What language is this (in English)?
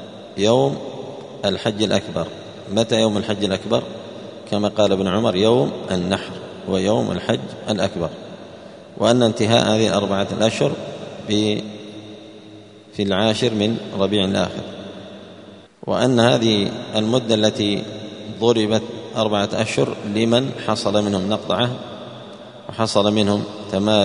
Arabic